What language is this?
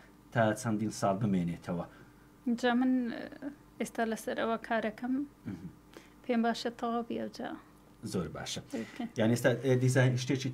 Central Kurdish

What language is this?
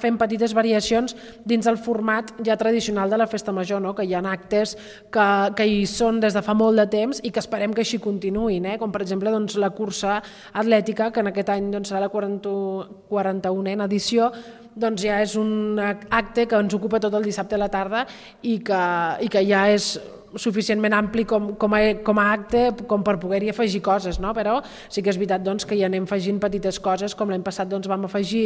Catalan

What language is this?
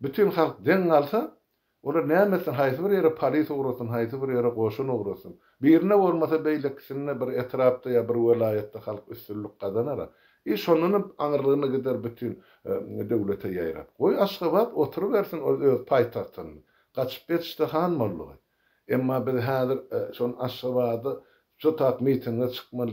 Turkmen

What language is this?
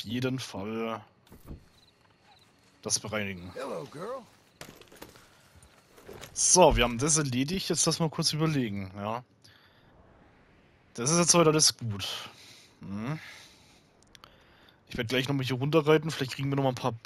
German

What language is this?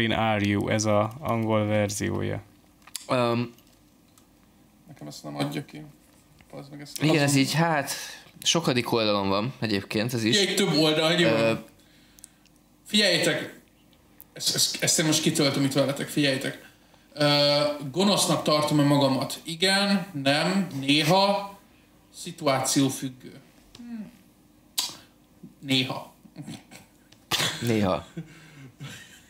Hungarian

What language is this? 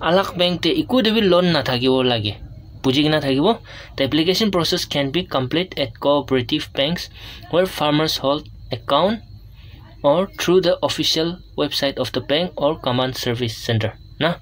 Naga Pidgin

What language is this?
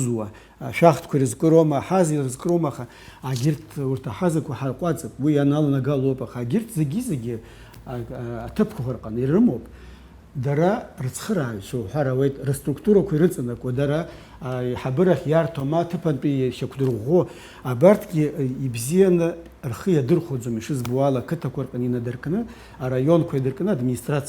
Abkhazian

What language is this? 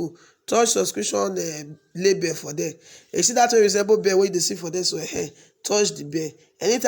Nigerian Pidgin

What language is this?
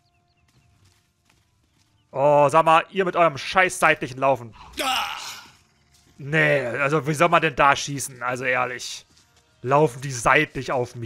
German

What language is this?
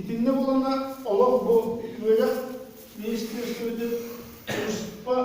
Yakut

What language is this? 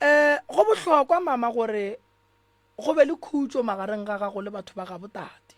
Northern Sotho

